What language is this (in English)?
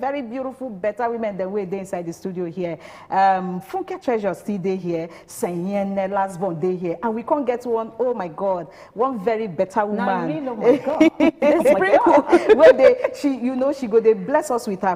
Nigerian Pidgin